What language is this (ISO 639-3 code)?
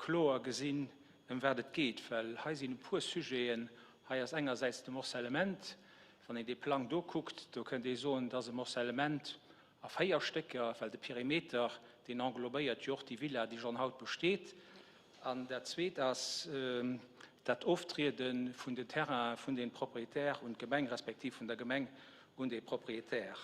ltz